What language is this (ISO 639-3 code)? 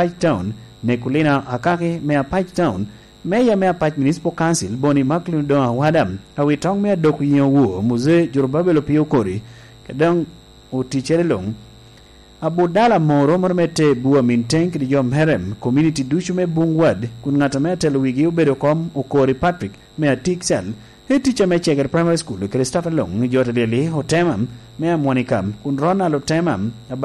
laj